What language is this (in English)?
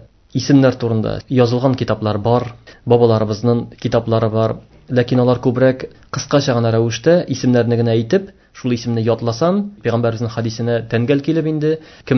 Tatar